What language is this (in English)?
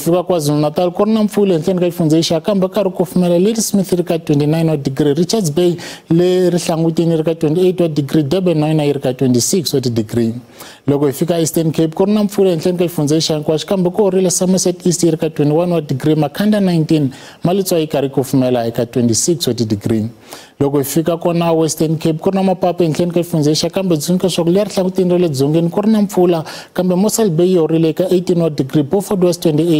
Tsonga